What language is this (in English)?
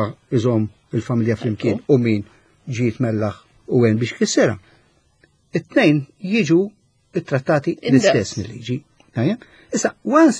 Maltese